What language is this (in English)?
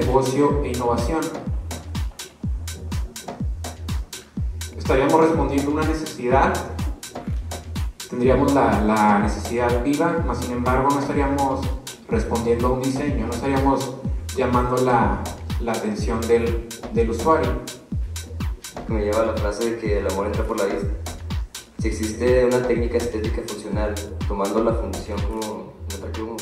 Spanish